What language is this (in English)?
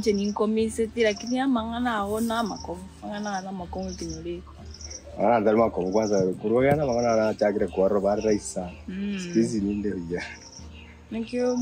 Gusii